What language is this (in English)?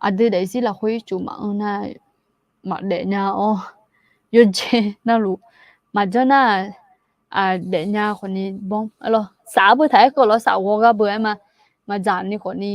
Akha